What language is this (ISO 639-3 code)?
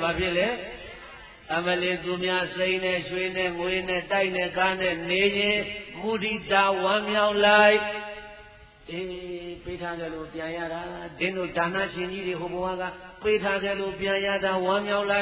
mya